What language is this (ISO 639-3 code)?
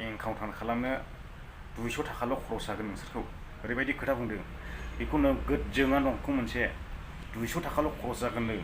brx